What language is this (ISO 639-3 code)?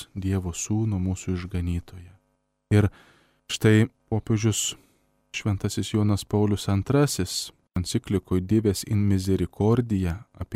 lit